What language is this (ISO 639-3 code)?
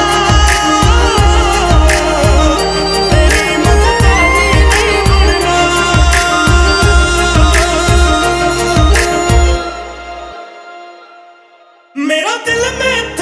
pan